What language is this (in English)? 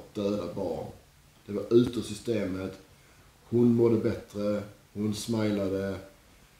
Swedish